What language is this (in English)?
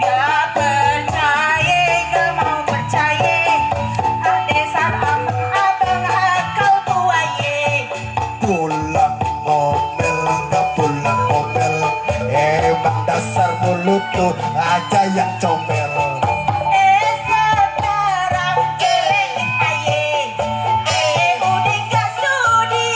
Betawi